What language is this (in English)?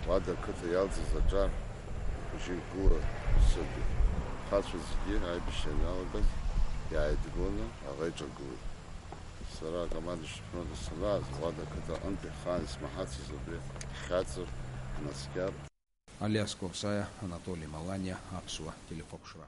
Abkhazian